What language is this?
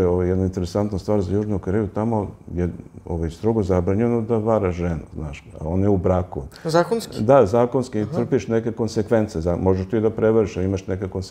Serbian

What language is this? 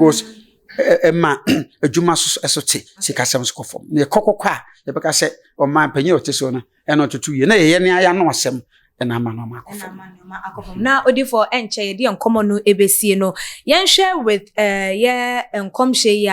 Akan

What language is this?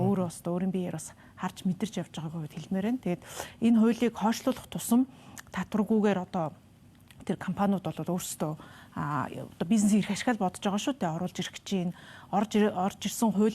Mongolian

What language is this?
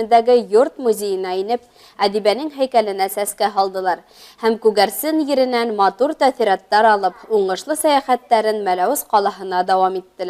Bashkir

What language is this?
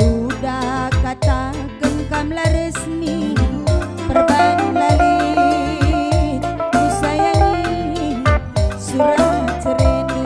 Batak Karo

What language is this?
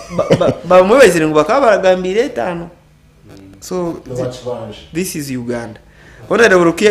Nyankole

